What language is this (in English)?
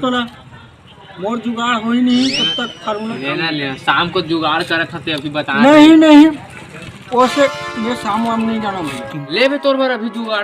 Chhattisgarhi